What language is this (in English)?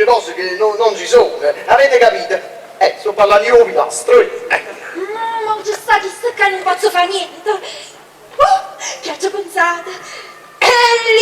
Neapolitan